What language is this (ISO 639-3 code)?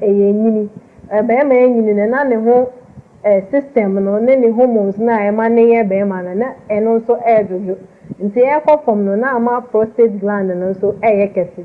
aka